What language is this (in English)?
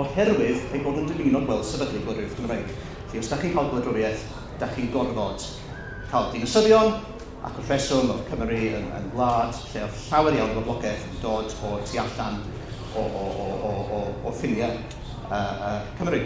Welsh